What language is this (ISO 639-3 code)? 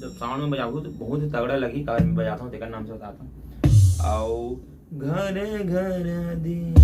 hne